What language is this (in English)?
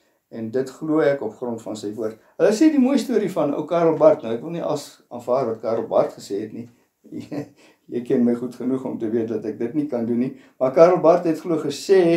Afrikaans